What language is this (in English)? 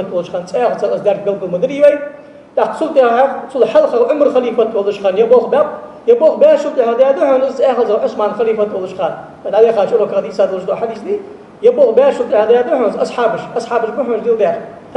Ingush